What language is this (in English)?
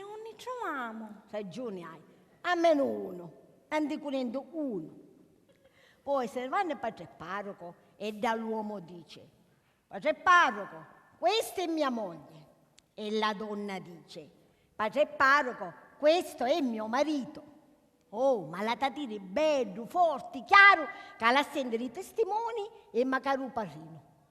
Sicilian